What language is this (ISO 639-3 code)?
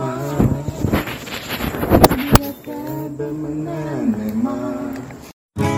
ukr